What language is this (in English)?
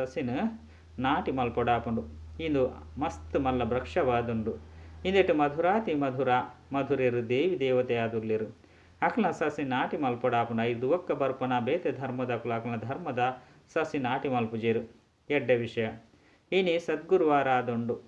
Tulu